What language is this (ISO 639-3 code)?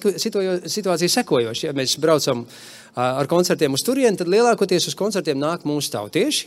lav